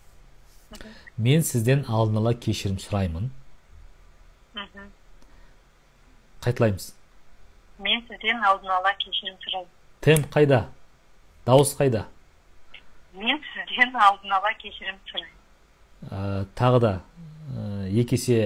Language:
Kazakh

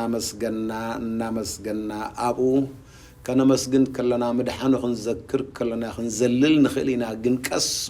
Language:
Tigrinya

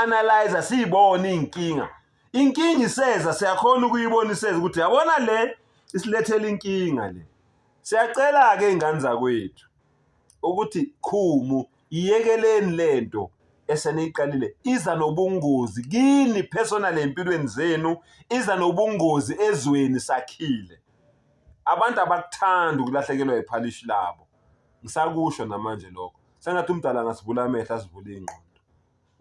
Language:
Zulu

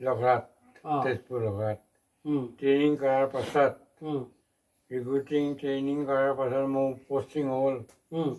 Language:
Assamese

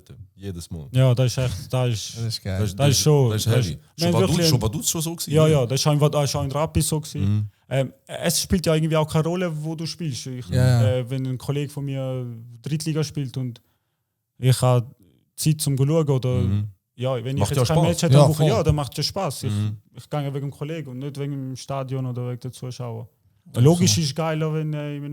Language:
Swiss German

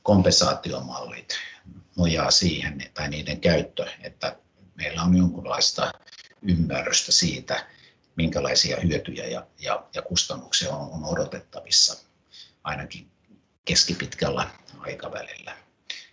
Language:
Finnish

